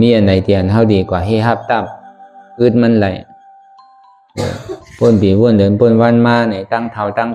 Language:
Shan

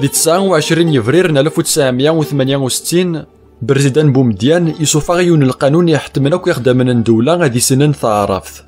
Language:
Kabyle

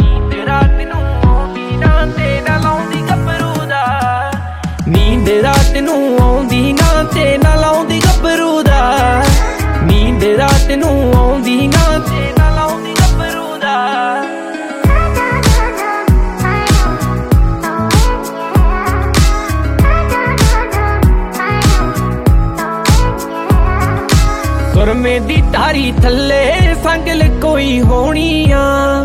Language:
Punjabi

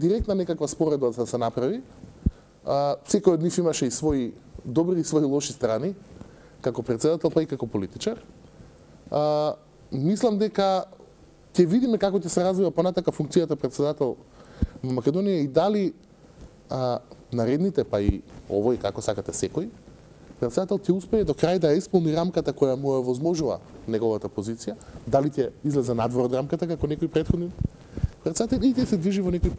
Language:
Macedonian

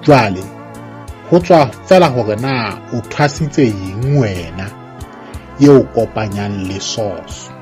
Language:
Southern Sotho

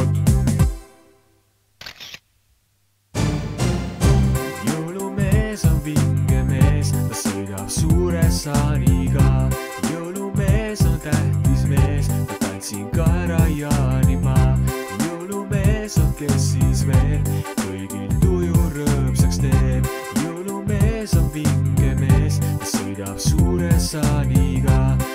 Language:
Estonian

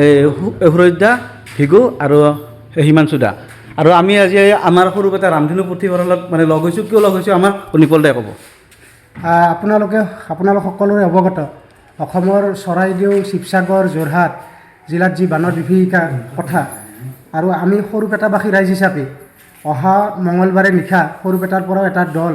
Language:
Assamese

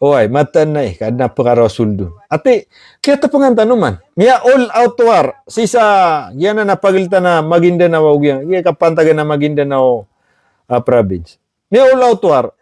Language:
Maranao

